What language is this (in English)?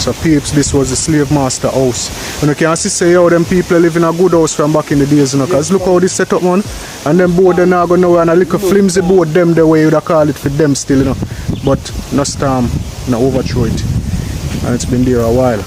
Jamaican Creole English